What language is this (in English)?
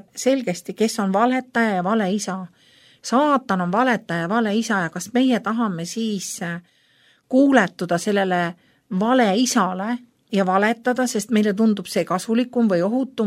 Estonian